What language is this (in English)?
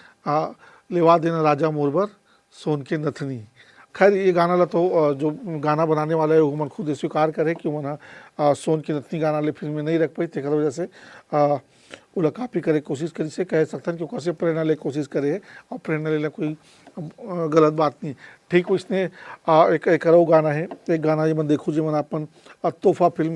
Chhattisgarhi